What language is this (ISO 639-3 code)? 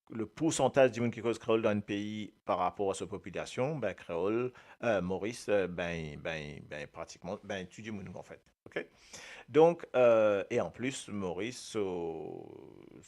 mfe